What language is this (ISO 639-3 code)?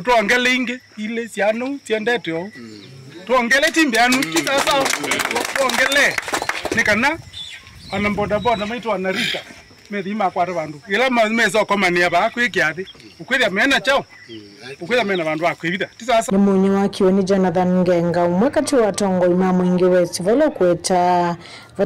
kam